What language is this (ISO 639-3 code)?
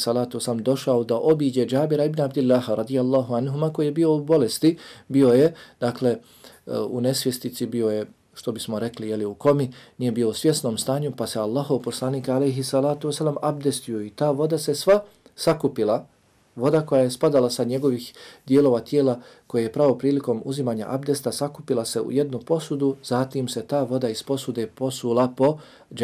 bos